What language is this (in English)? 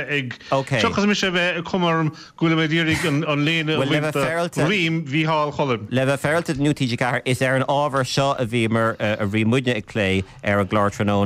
Irish